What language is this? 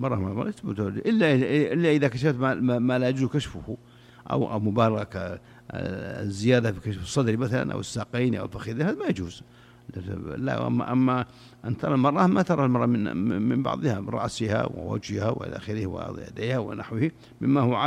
Najdi Arabic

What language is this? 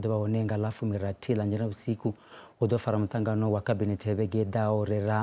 Venda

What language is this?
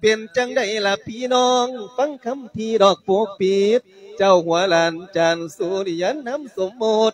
Lao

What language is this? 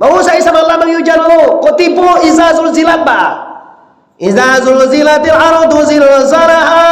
Minangkabau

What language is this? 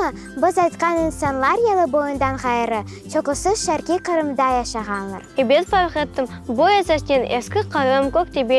Crimean Tatar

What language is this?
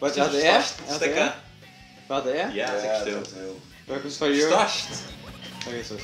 Faroese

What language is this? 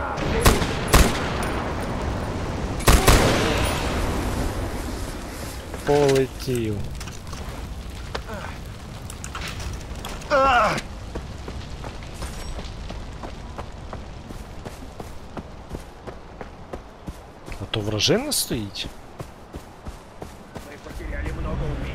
Ukrainian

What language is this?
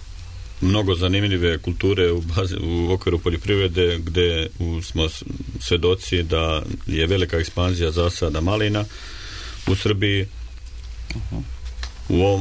Serbian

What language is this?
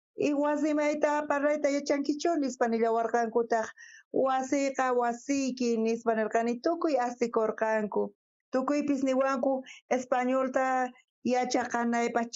South Bolivian Quechua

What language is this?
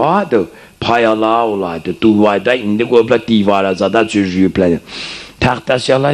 South Azerbaijani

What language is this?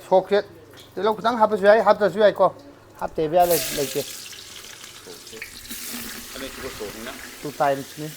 Manipuri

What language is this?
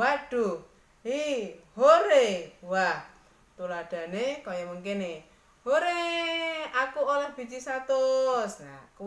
Javanese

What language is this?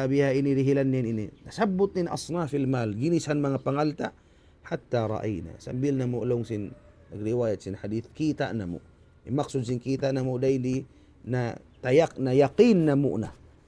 Tausug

